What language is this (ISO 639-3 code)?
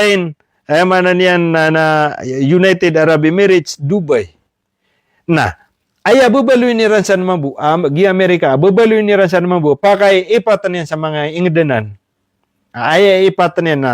mrw